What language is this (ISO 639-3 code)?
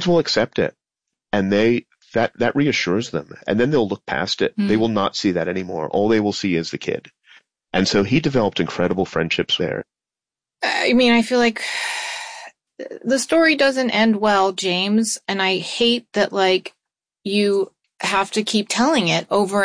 eng